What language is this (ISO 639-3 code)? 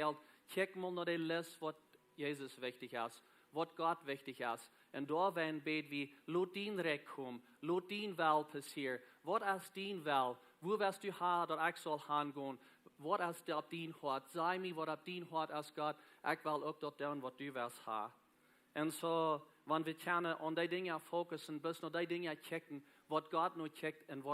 pdt